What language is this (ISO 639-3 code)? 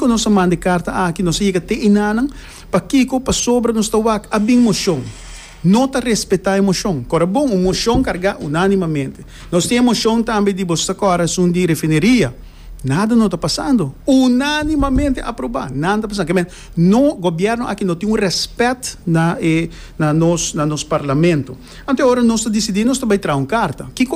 pap